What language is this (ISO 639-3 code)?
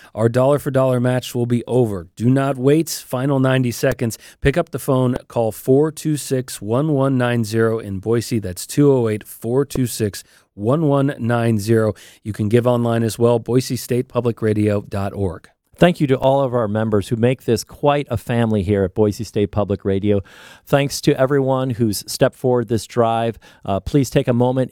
eng